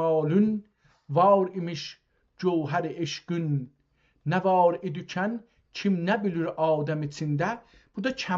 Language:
South Azerbaijani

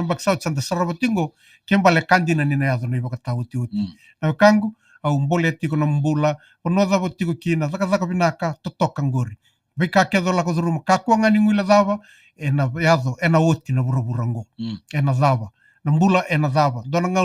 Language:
Fijian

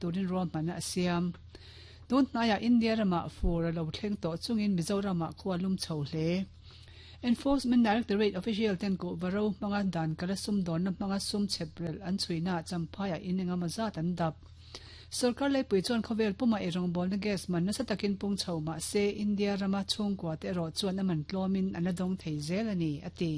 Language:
Mizo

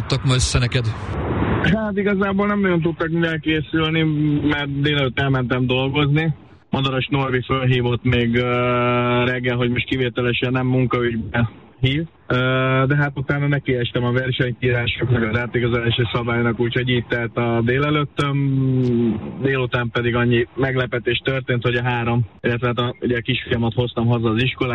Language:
Hungarian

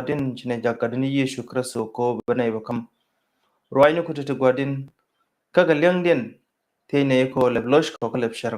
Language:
Nuer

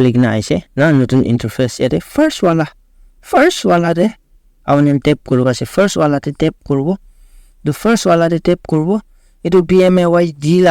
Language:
Naga Pidgin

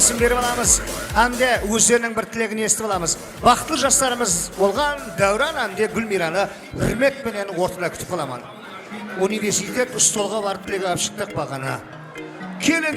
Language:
Kara-Kalpak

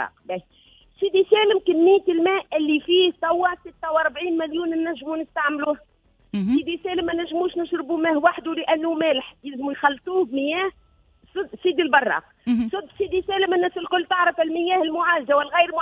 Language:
Tunisian Arabic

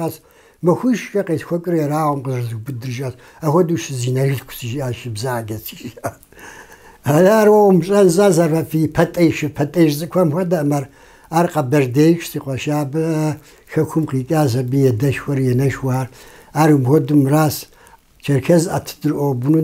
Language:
Kabardian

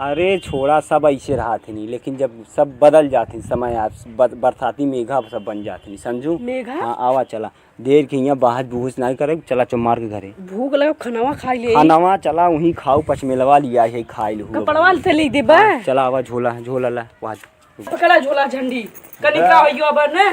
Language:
Awadhi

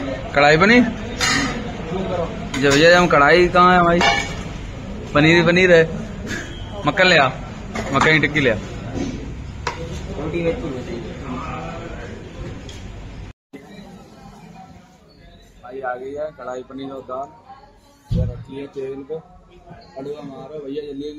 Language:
Hindi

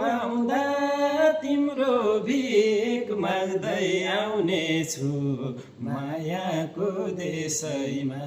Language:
Nepali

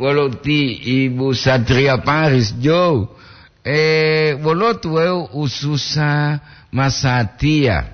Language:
Gorontalo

